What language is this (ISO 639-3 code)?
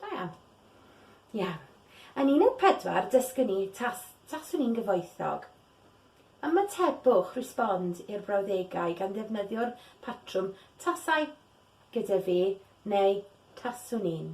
cym